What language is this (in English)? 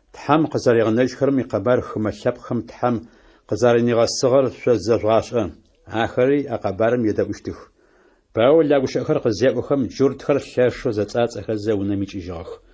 Adyghe